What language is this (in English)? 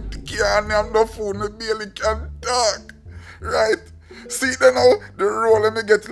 Jamaican Creole English